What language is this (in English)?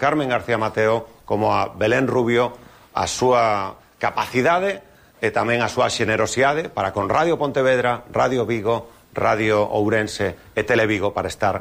Galician